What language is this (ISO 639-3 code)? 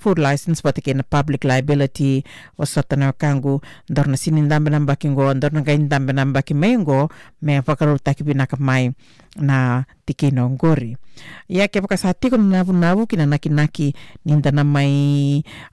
fij